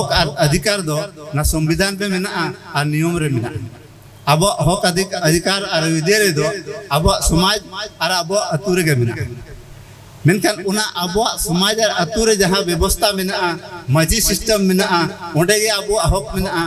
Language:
Santali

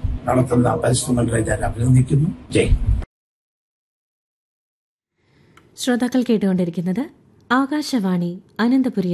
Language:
Malayalam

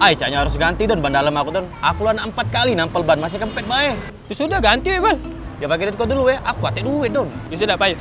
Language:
Musi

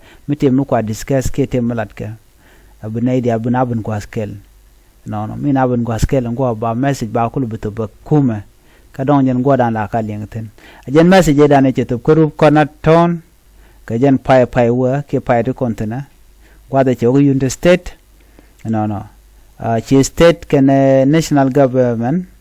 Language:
Nuer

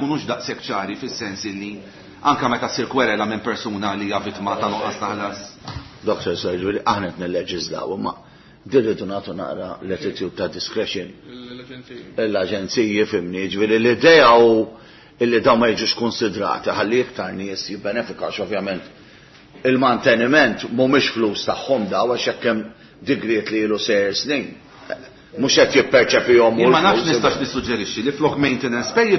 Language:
Maltese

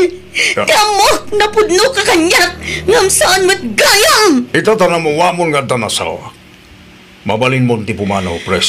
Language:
Iloko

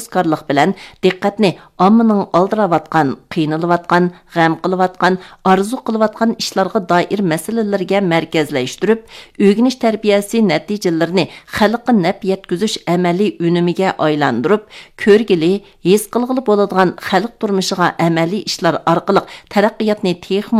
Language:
Uyghur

